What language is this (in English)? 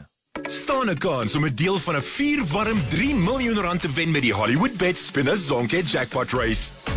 Afrikaans